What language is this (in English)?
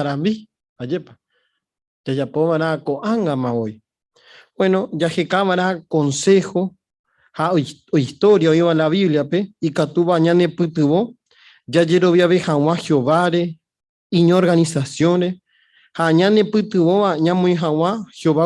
Guarani